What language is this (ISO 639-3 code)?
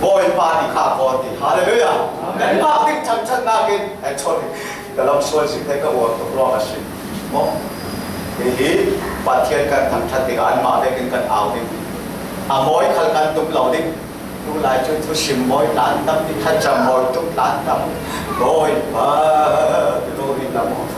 cfm